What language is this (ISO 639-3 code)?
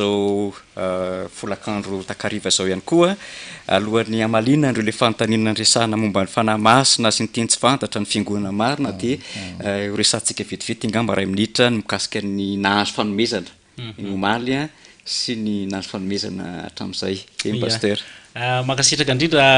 mlg